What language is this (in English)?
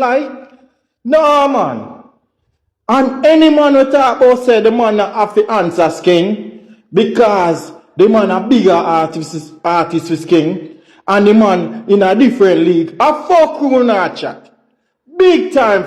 Jamaican Creole English